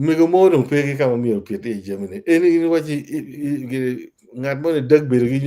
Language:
Acoli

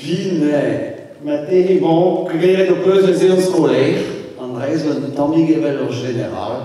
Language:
Breton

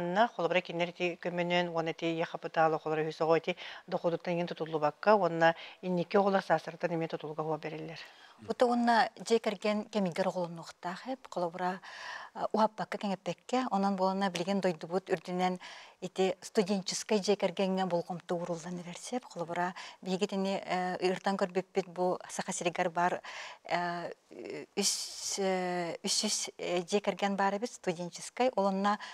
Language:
Yakut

